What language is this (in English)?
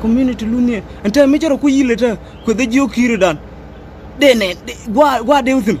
Nuer